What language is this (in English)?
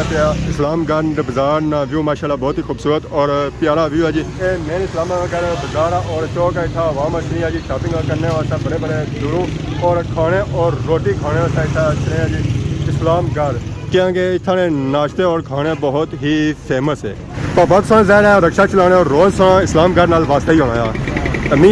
Pahari-Potwari